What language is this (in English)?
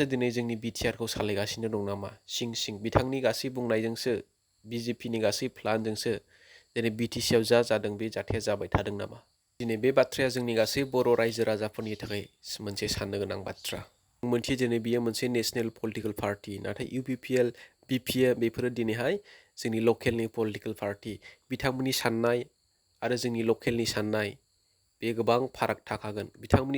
Bodo